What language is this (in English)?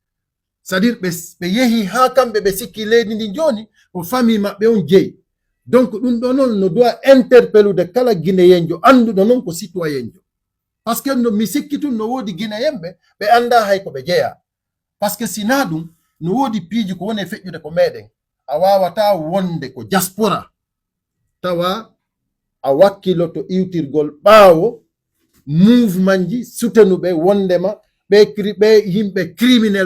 Fula